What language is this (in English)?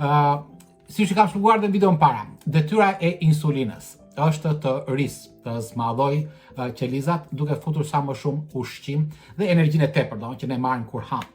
Albanian